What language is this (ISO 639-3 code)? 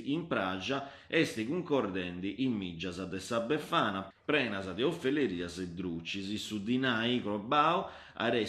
srd